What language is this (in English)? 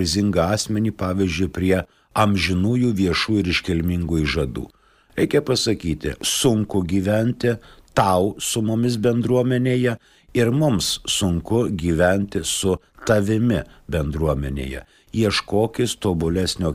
Lithuanian